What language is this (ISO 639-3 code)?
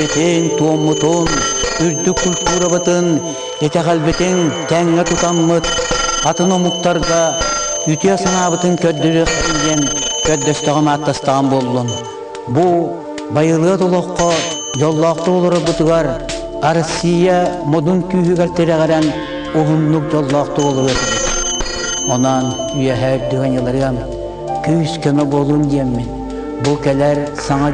sah